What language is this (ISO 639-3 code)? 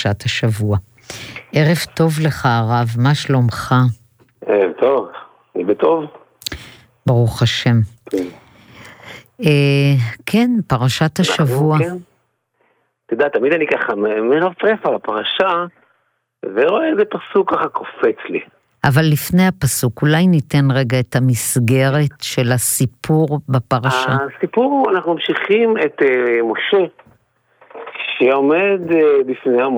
heb